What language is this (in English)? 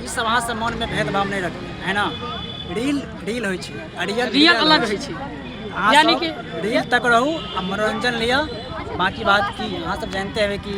Maithili